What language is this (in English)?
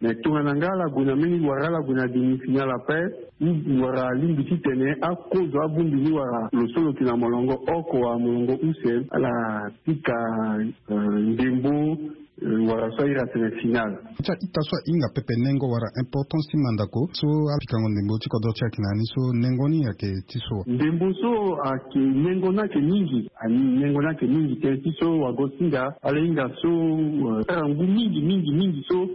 Sango